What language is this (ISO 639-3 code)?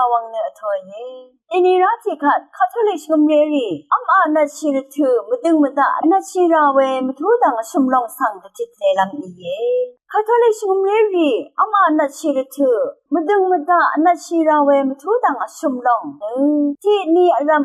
raw